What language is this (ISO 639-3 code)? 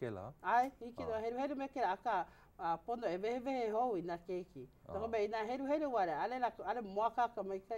haw